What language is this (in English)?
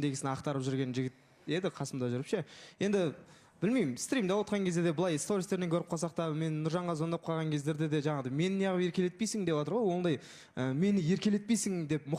Kazakh